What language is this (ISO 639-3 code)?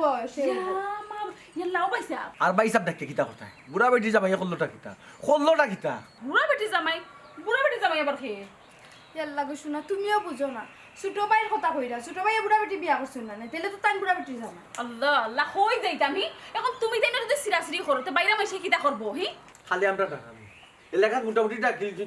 syl